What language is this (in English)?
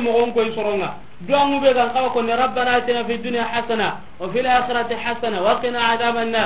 Soninke